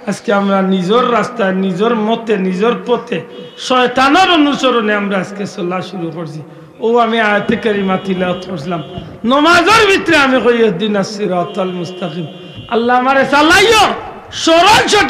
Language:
Sylheti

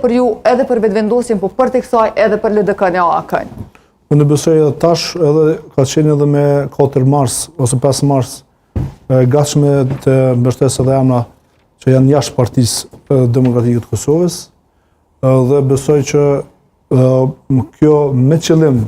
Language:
Albanian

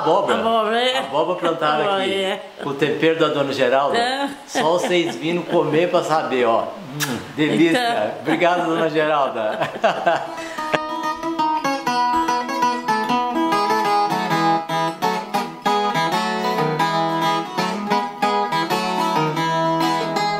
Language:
Portuguese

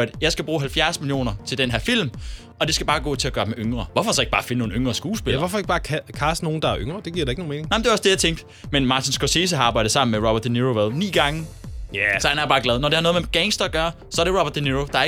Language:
Danish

